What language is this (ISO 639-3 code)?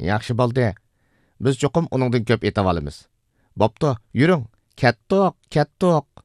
uig